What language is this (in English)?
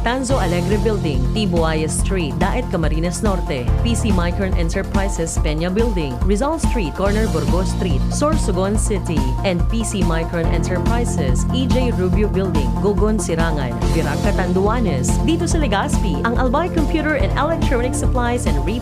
Bikol